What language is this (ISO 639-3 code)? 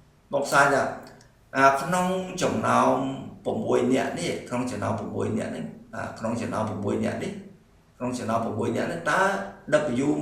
khm